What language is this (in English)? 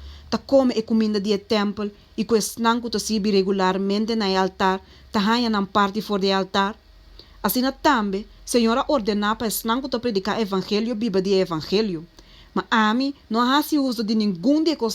Papiamento